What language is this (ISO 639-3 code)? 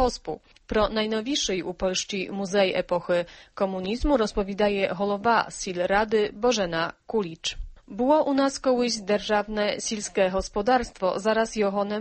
ukr